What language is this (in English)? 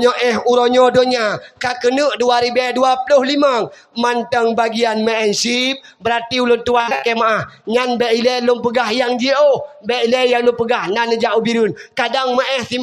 Achinese